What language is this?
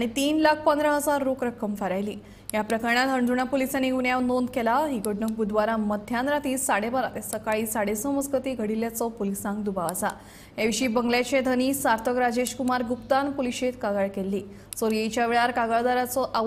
Konkani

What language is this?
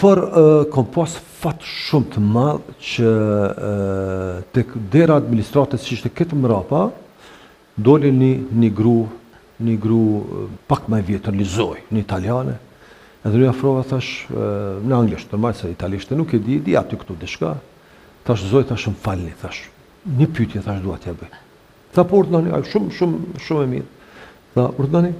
Albanian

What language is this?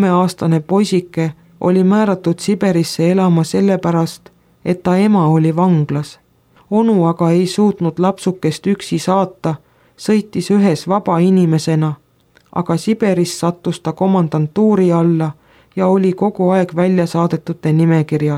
Estonian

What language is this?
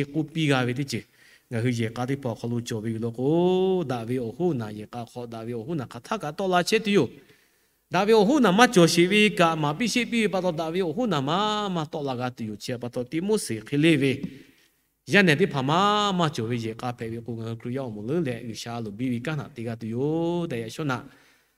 Lahu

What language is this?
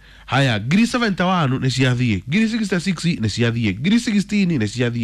Kikuyu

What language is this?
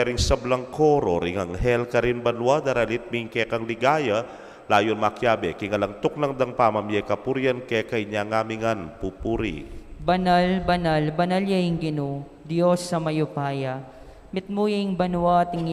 Pampanga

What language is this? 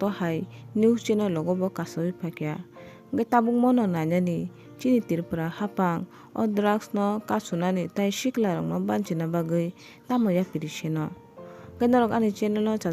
Kok Borok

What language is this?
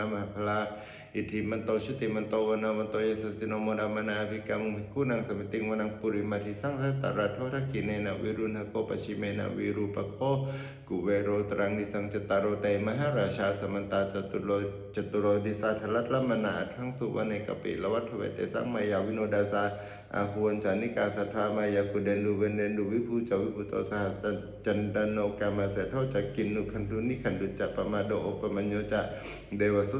Pali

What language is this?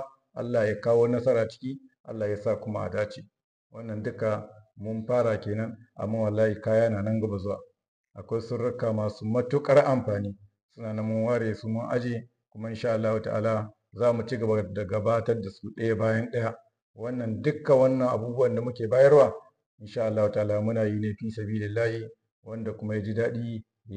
Hausa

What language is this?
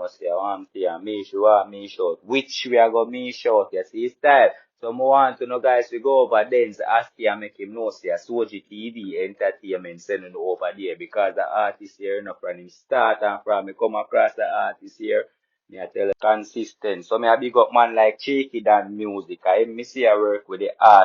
Jamaican Creole English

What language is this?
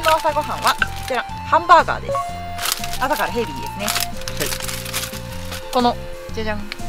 Japanese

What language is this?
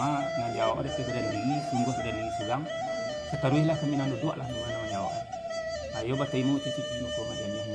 Minangkabau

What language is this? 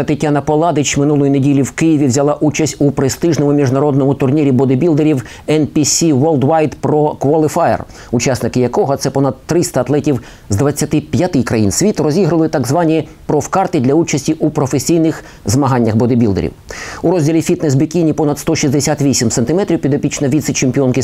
Ukrainian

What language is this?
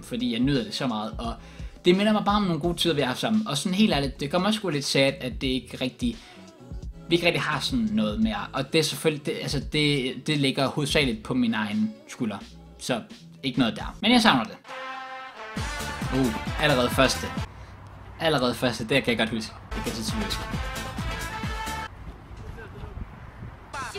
Danish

